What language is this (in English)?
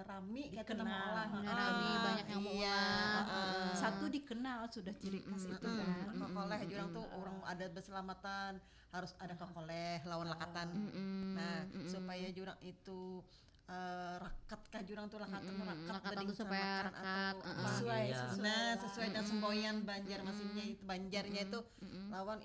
Banjar